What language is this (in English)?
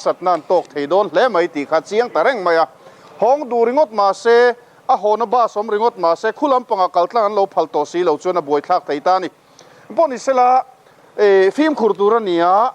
Mizo